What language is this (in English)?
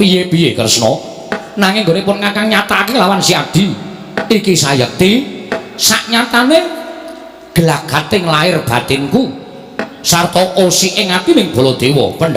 Javanese